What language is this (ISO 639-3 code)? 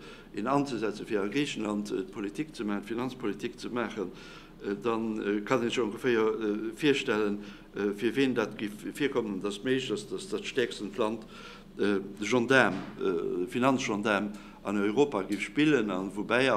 ltz